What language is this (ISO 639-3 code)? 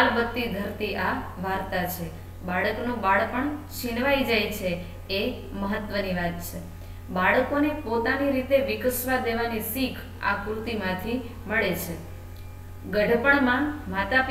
guj